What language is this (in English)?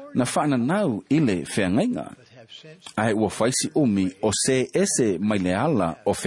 Samoan